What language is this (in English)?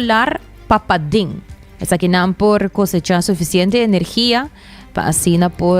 Papiamento